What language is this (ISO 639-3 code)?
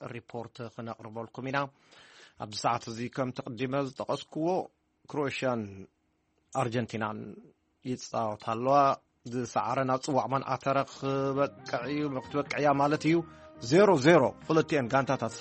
tir